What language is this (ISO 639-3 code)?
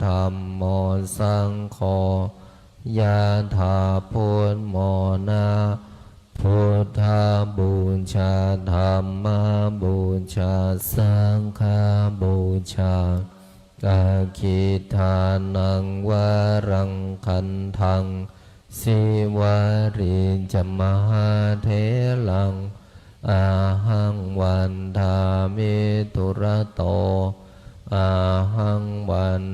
pli